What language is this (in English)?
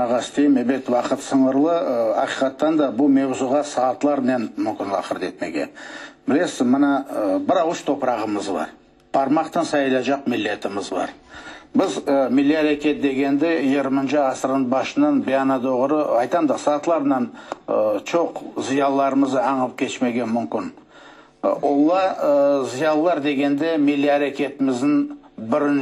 Crimean Tatar